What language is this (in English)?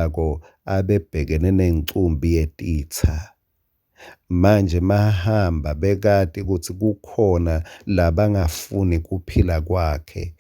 Swati